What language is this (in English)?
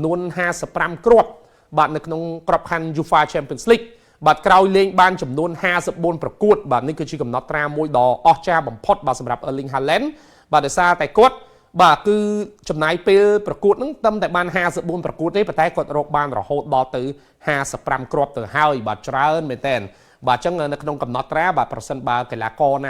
Khmer